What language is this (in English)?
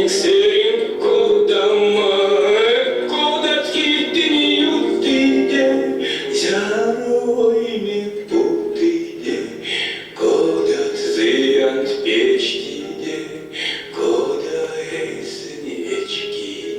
Erzya